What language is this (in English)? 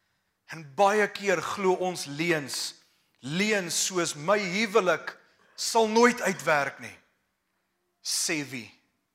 Afrikaans